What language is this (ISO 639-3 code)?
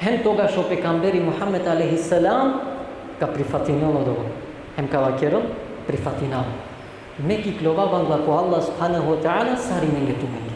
rmn